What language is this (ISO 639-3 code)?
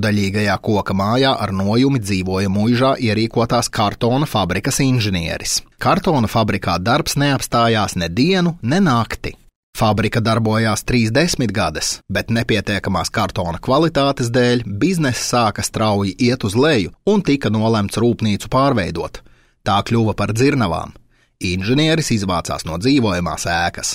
lav